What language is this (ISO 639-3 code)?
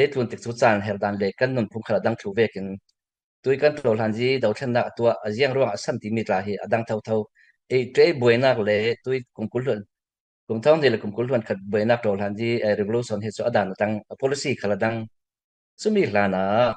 cfm